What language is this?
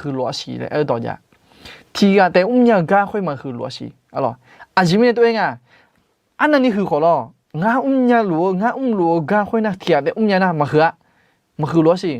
Akha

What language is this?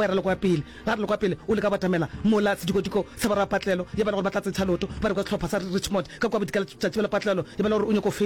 Northern Sotho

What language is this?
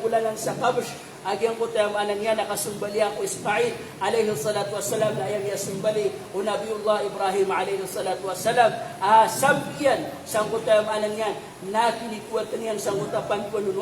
Maranao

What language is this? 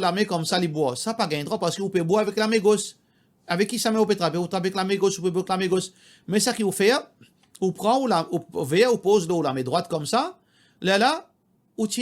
Morisyen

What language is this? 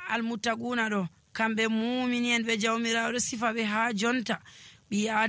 Nigerian Fulfulde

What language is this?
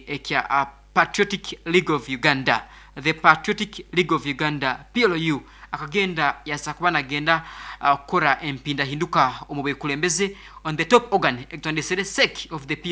Nyankole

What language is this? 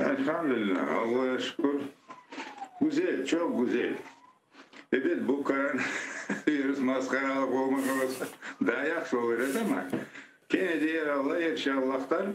Crimean Tatar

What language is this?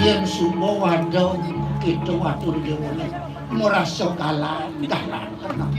Balinese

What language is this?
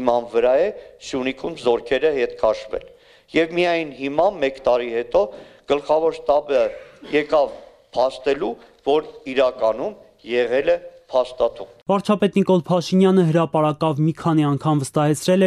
Armenian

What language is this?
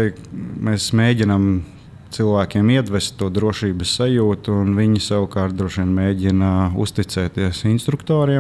Latvian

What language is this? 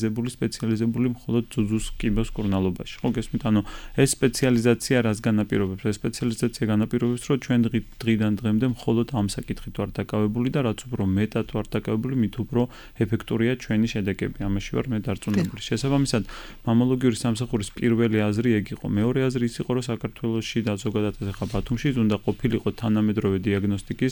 Georgian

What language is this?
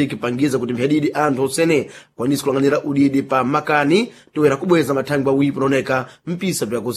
Sena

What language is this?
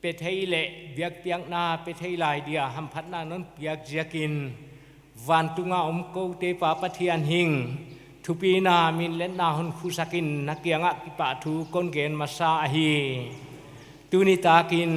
Paite Chin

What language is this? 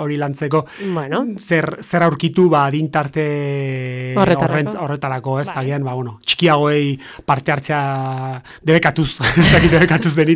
Basque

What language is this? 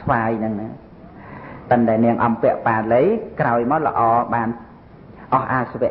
Khmer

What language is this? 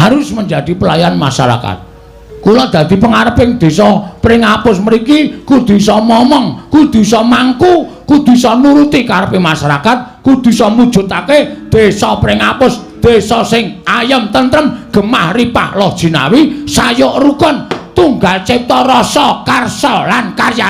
Javanese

